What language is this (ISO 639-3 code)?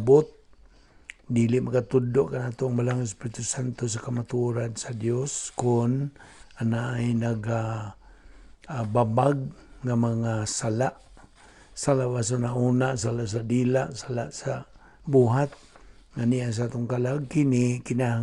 ceb